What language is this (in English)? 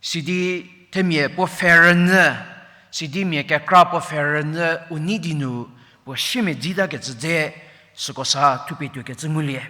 Angami Naga